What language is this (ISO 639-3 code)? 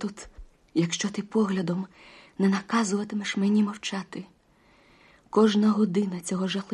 ukr